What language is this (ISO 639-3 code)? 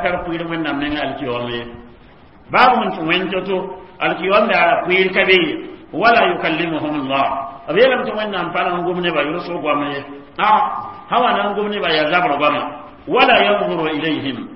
mos